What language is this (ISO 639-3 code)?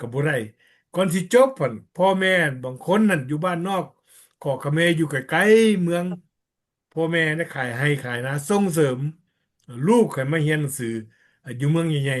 lao